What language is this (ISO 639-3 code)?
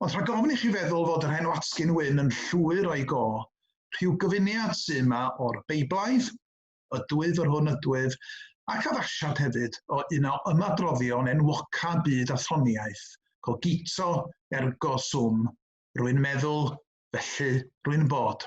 cym